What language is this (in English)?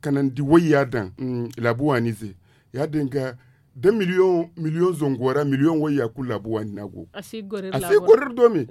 Zarma